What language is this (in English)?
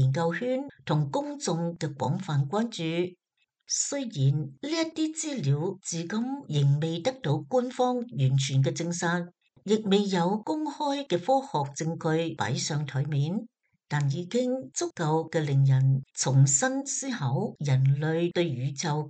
Cantonese